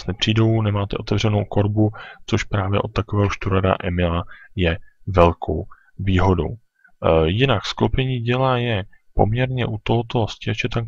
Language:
Czech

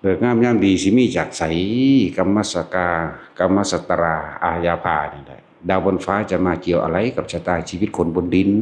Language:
Northeastern Thai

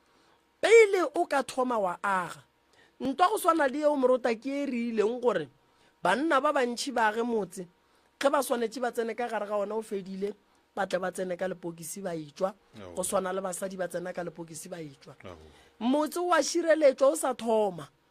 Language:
Northern Sotho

